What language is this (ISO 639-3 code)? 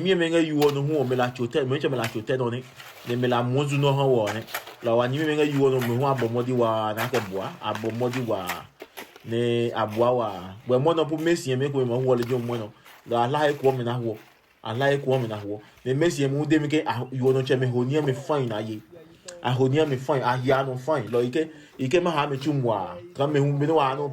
ada